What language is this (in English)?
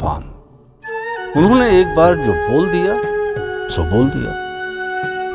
Hindi